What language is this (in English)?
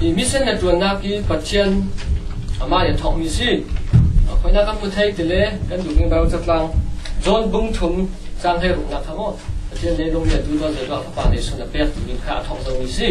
Hakha Chin